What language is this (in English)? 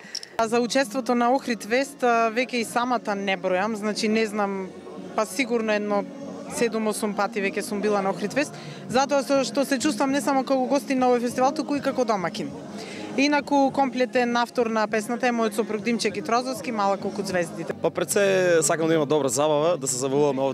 Macedonian